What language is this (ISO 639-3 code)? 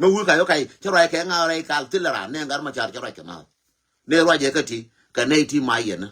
nus